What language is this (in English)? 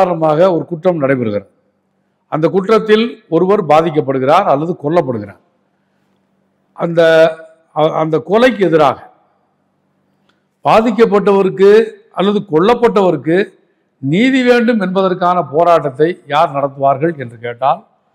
Tamil